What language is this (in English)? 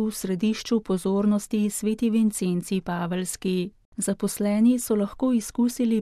Slovenian